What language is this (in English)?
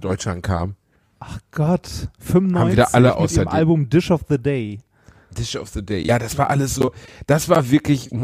German